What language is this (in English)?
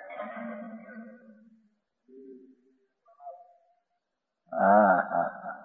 Gujarati